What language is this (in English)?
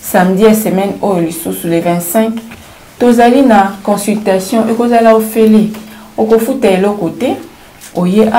Lingala